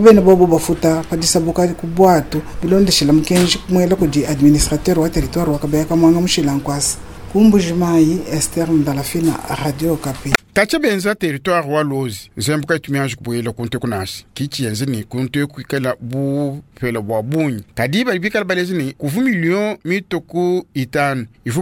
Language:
Luba-Lulua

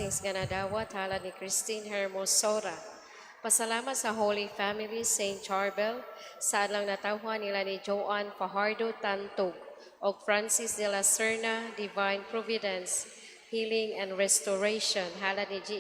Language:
Cebuano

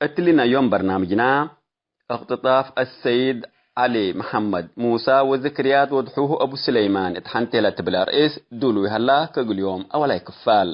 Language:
Tigre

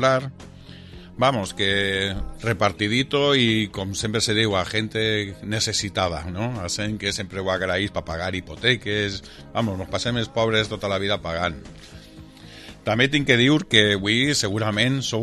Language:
Catalan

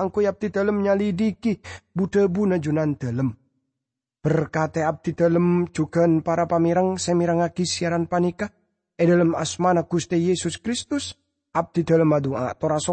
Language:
Madurese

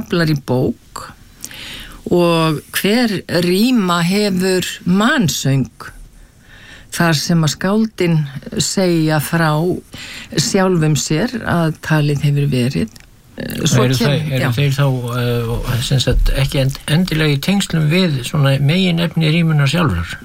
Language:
Icelandic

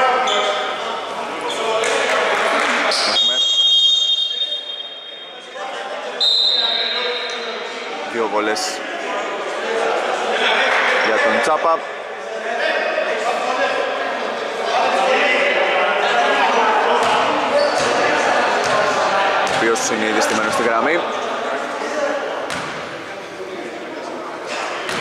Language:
Greek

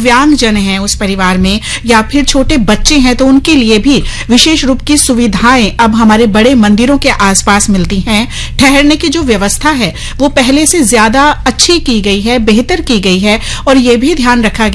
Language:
Hindi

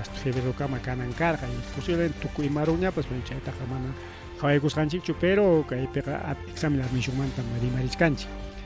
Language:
Ayacucho Quechua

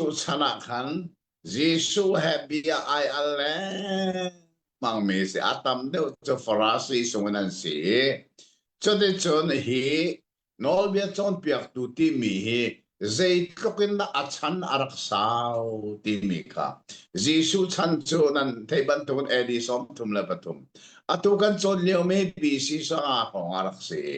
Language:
Hakha Chin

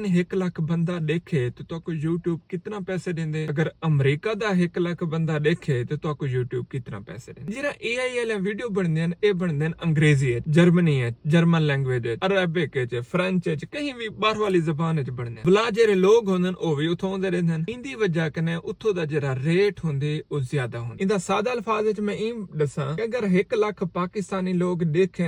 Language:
Saraiki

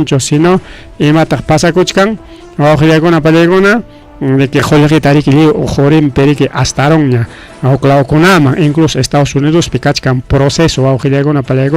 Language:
Ayacucho Quechua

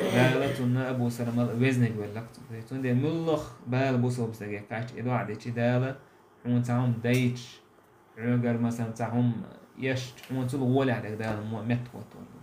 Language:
Chechen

